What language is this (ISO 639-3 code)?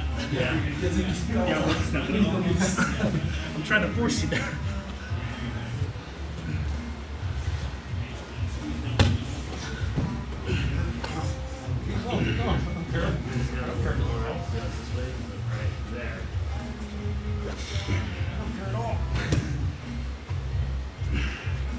eng